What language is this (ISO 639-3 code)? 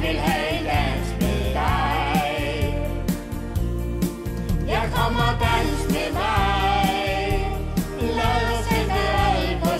dan